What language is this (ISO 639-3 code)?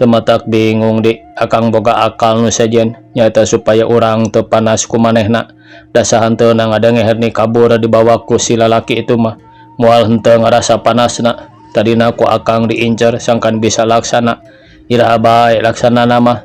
sun